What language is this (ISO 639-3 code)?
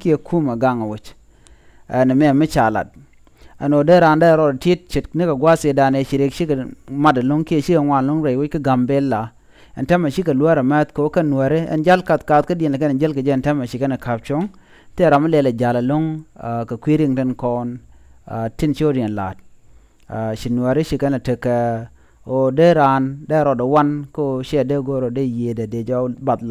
nus